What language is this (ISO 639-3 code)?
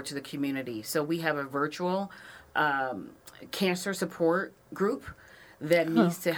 eng